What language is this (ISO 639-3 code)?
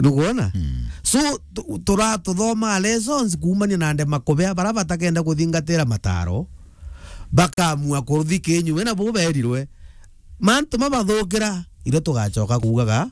mer